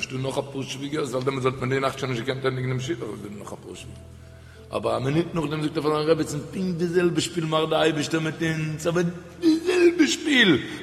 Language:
Yiddish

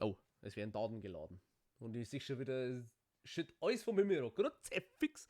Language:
Bavarian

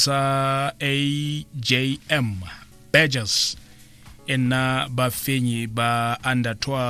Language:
Tswana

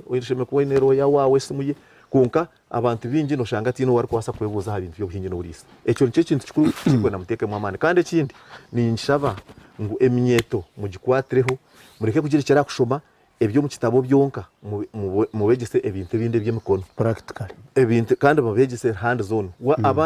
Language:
Nyankole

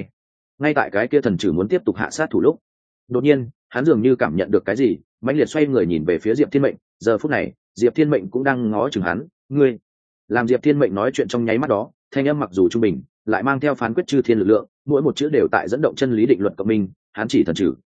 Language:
Vietnamese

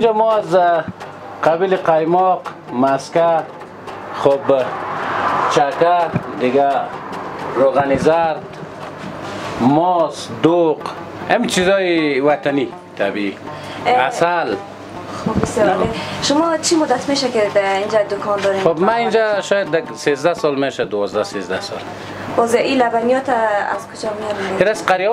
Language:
Persian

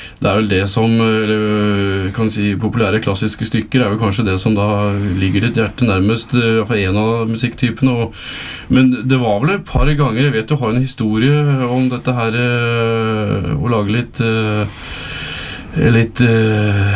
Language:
Norwegian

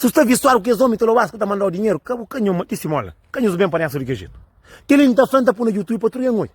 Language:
Kabuverdianu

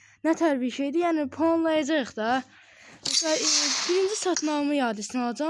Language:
Azerbaijani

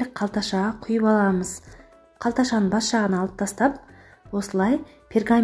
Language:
Kazakh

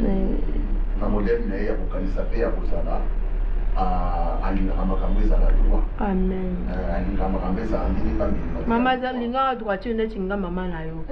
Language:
Lingala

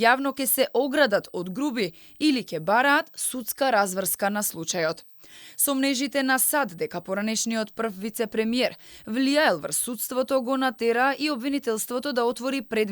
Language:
Macedonian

